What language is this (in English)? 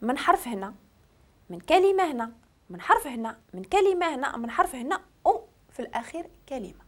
Moroccan Arabic